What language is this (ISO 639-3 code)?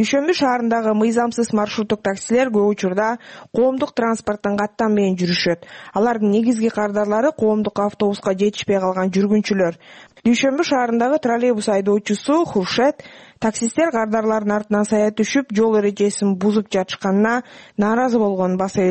kir